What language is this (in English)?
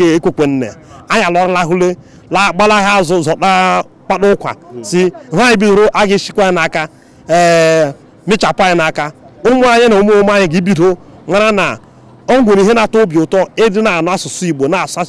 Igbo